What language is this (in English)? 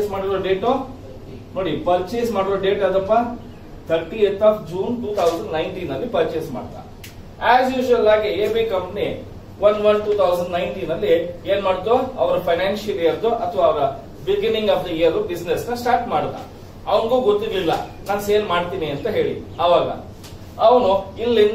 Kannada